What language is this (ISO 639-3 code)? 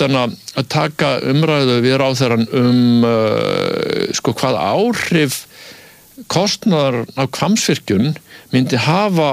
isl